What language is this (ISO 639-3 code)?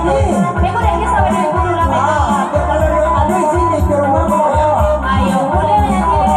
min